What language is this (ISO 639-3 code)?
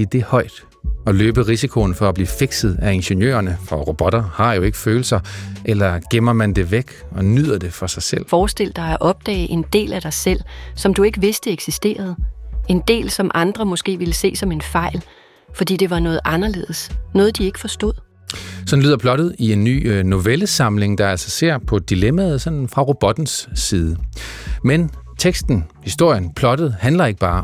dan